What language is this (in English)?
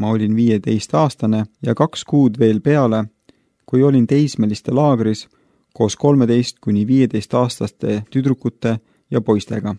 Estonian